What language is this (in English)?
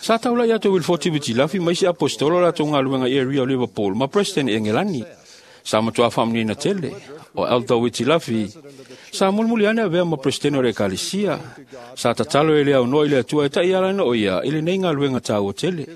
Samoan